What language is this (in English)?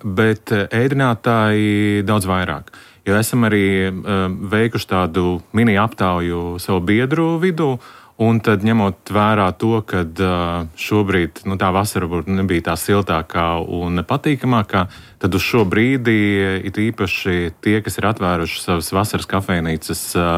Latvian